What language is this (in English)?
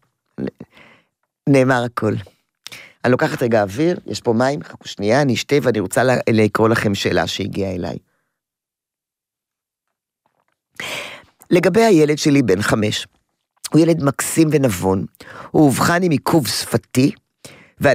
Hebrew